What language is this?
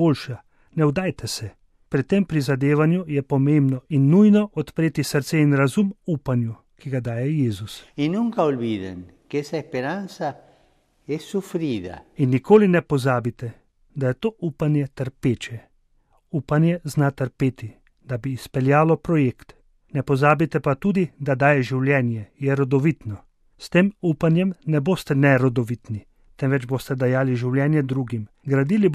Slovenian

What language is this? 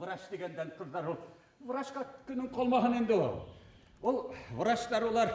Bashkir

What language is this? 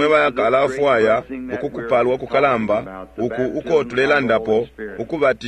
Bemba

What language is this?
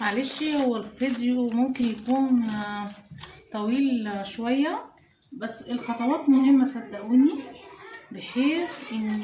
Egyptian Arabic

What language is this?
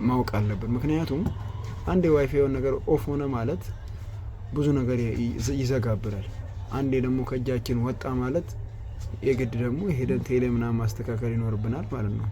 Amharic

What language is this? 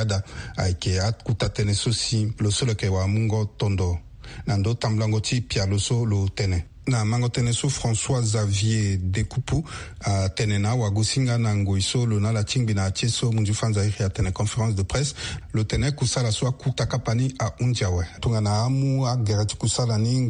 Sango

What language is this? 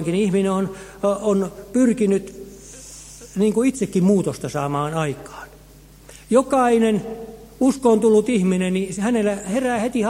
Finnish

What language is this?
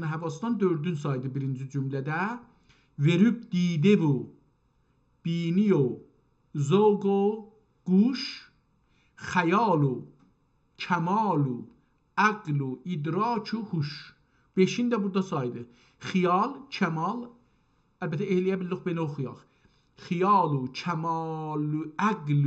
South Azerbaijani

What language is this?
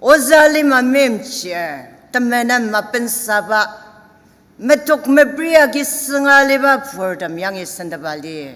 Ao Naga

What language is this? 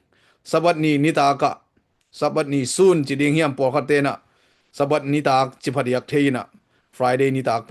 Tedim Chin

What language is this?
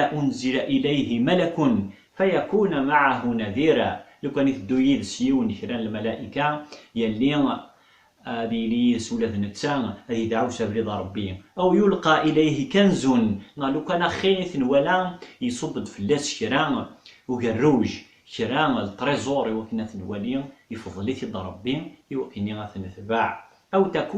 Kabyle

